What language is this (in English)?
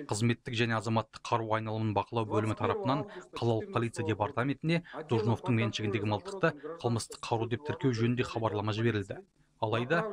Kazakh